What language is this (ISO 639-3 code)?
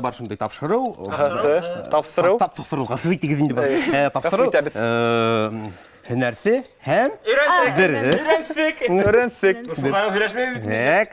bak